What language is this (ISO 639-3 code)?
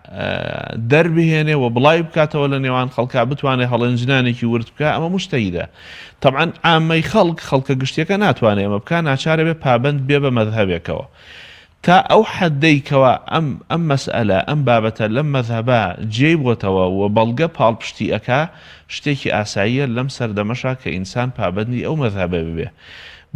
ckb